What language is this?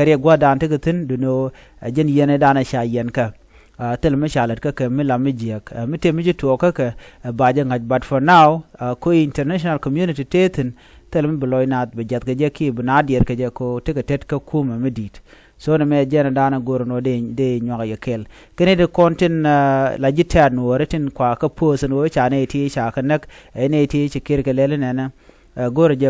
Nuer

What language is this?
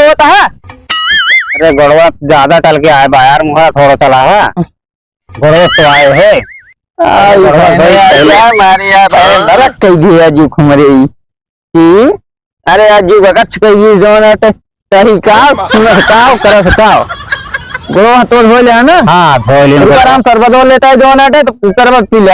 Awadhi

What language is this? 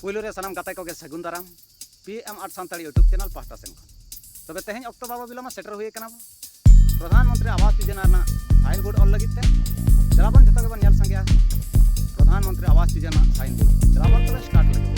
Santali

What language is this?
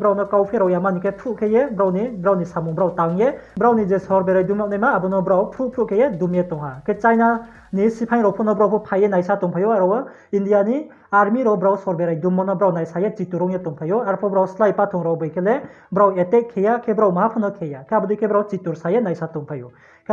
Riang (India)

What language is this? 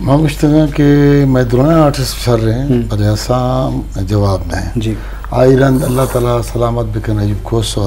Eastern Balochi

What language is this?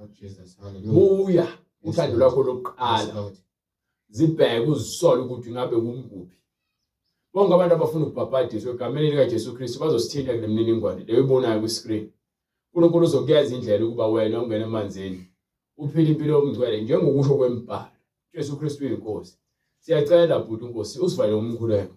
Zulu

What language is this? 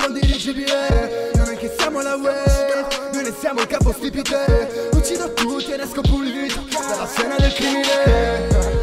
Italian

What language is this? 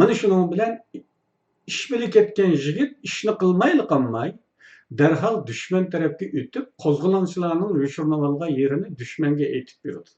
Uyghur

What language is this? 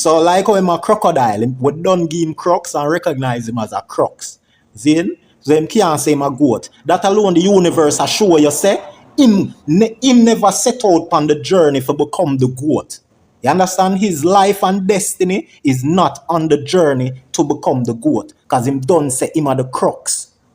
Jamaican Creole English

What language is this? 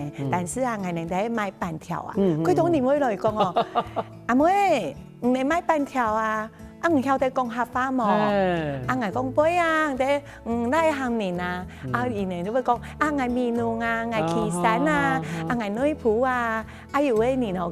Hakka Chinese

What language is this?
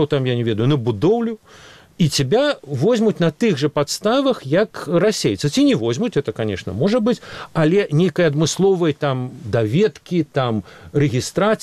Belarusian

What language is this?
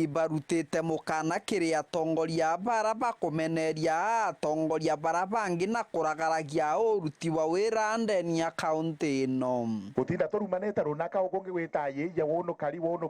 Meru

